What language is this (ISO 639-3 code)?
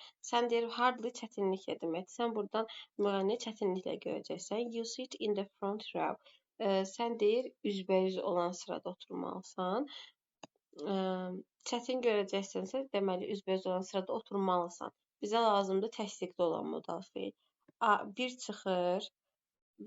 aze